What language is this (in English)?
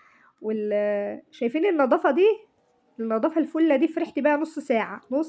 Egyptian Arabic